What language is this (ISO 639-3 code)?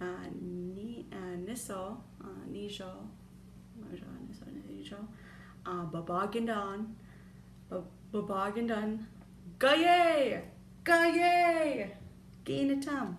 ciw